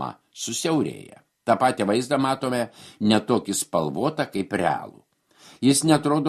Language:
Lithuanian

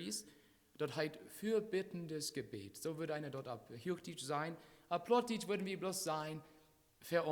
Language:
Plautdietsch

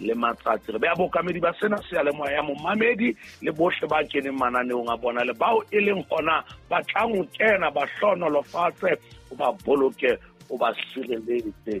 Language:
Southern Sotho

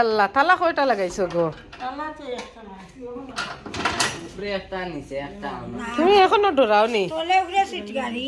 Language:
Sylheti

